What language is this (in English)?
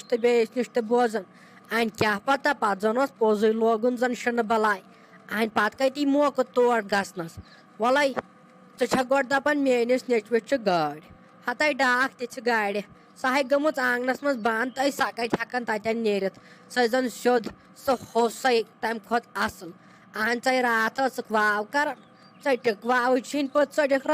Kashmiri